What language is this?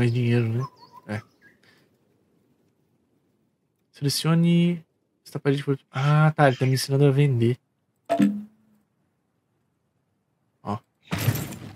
Portuguese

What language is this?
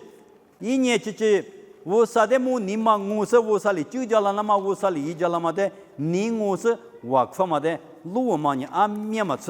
Lisu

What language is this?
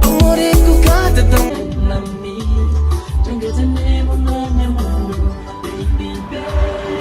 Kabuverdianu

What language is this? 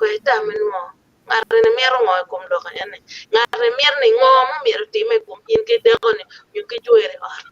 Acoli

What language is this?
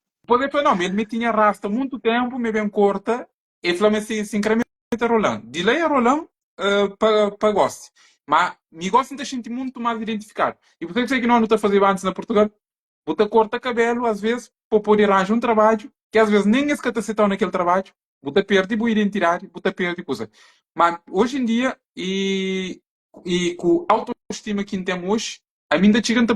Kabuverdianu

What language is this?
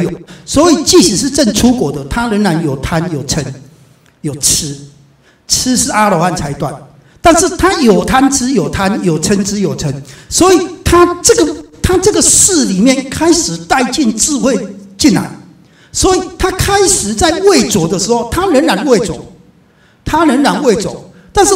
Chinese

